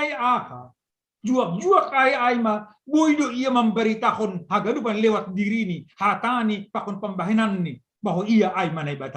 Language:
Batak Simalungun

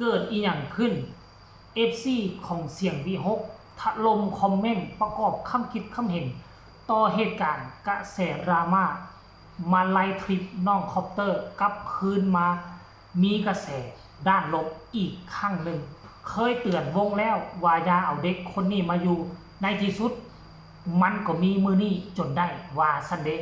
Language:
Northeastern Thai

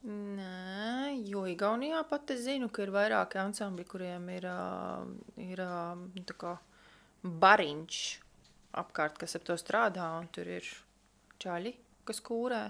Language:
Latvian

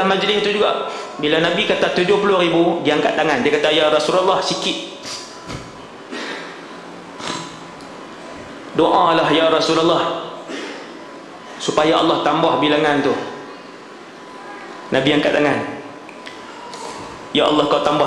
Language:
Malay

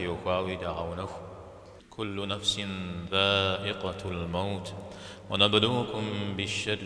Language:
Kabardian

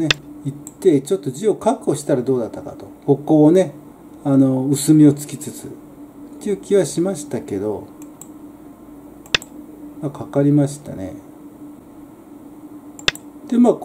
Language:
Japanese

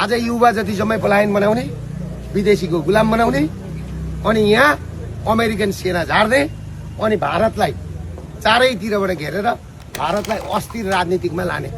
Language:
Nepali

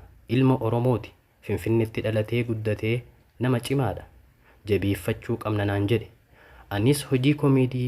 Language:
Oromo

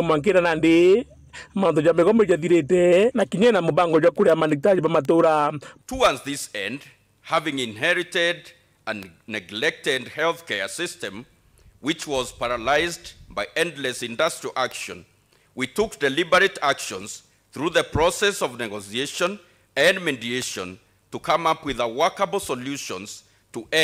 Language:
Meru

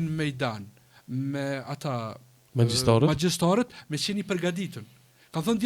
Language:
Albanian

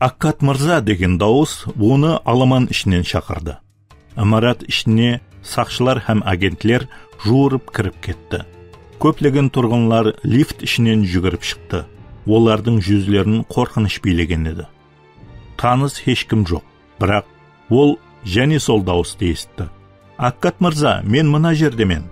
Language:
Kara-Kalpak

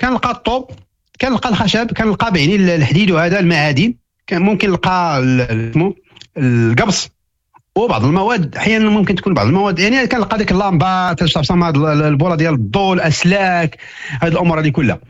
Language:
Moroccan Arabic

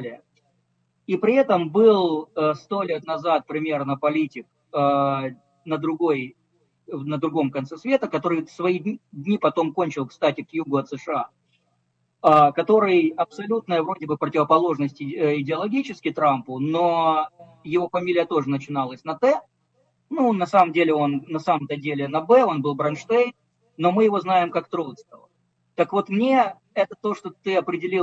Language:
Russian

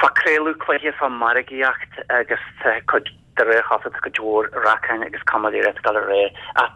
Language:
Irish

